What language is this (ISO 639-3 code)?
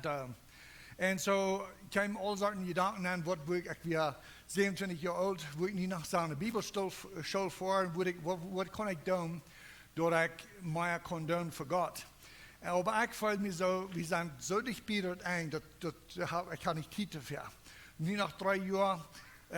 pdt